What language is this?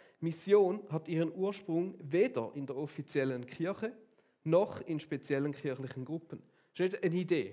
Swiss German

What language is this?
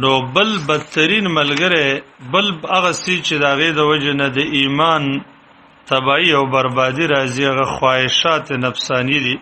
Pashto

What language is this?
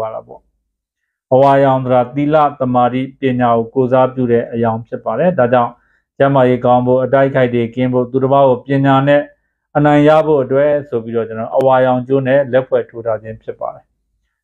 Burmese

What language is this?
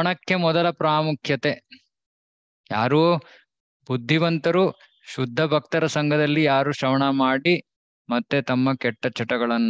Kannada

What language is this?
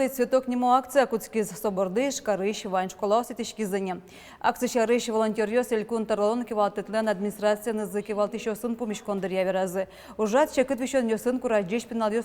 Udmurt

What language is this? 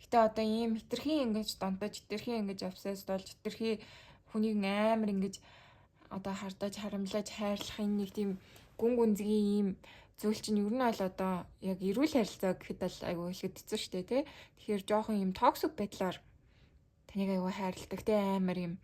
Mongolian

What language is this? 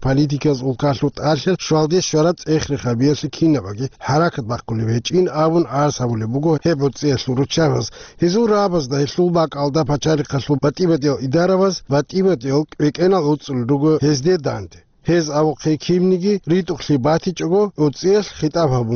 Avaric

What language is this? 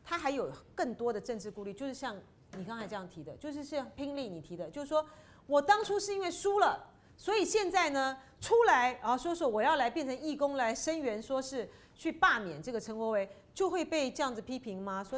Chinese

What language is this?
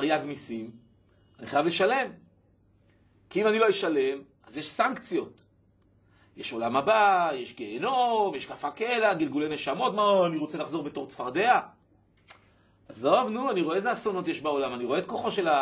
Hebrew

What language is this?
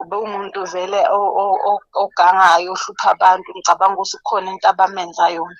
Zulu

